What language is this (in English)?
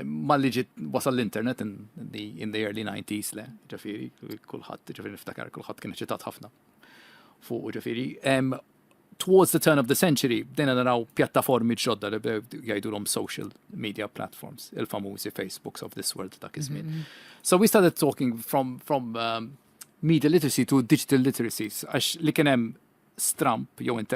Maltese